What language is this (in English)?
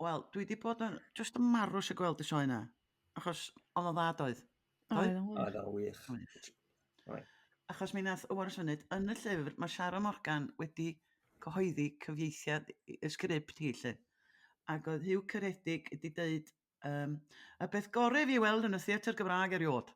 Welsh